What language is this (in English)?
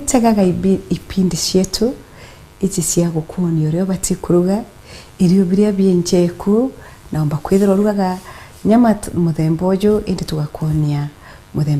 Meru